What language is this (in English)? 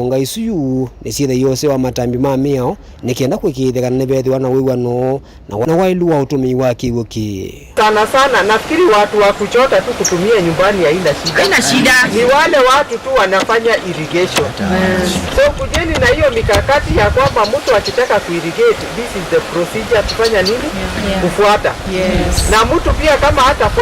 Kamba